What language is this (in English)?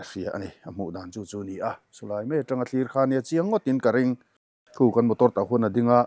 Mizo